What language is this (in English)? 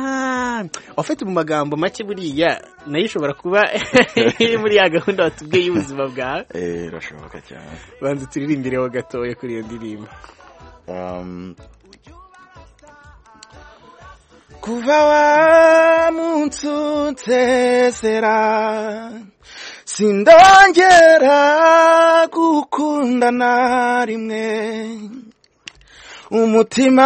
Kinyarwanda